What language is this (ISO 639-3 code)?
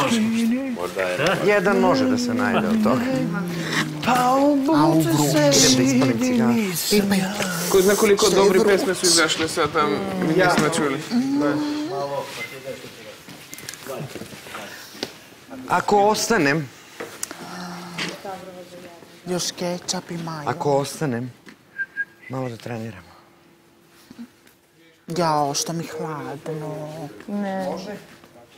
srp